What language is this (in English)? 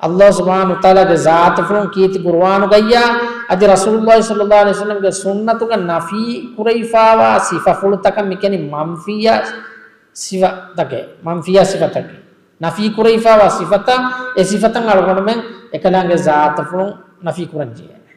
Divehi